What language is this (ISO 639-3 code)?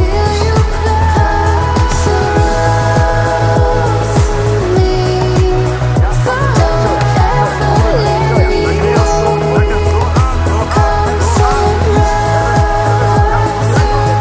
nld